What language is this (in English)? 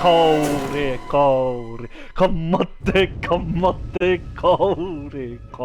Māori